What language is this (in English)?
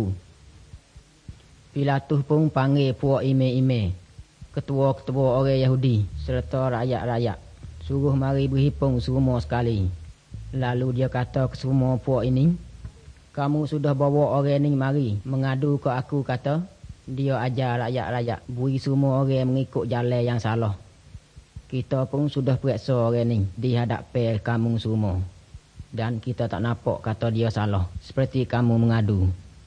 Malay